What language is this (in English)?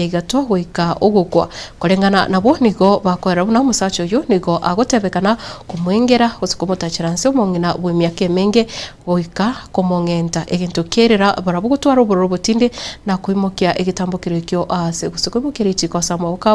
Gusii